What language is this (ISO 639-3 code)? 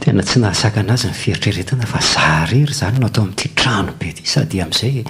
mlg